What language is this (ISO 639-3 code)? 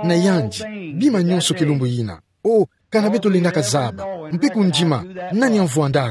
ktu